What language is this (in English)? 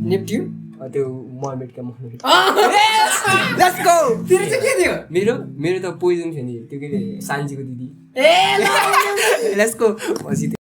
Nepali